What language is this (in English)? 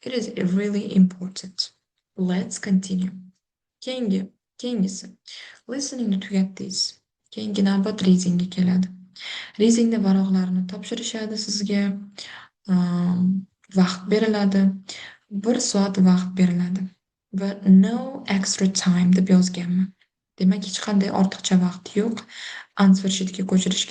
Uzbek